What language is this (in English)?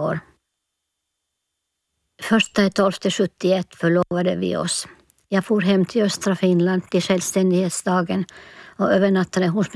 Swedish